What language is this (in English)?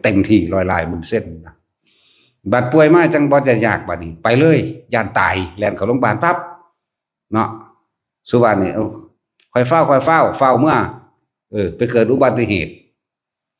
Northeastern Thai